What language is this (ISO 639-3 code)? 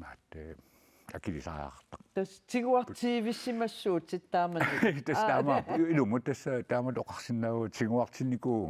kal